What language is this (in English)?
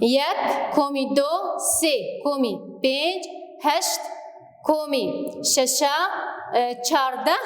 Kurdish